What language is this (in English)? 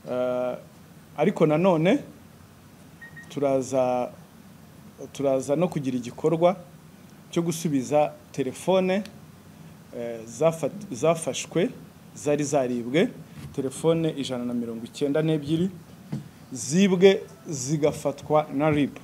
Kinyarwanda